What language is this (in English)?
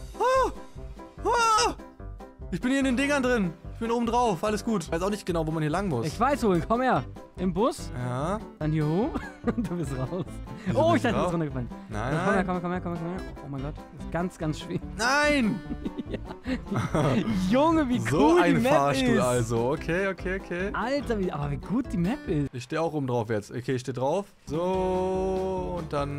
German